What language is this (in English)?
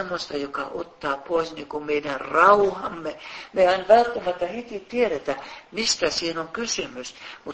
Finnish